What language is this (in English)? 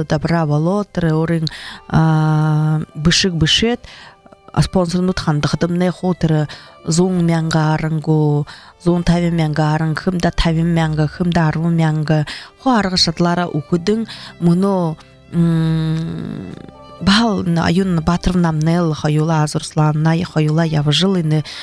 Buriat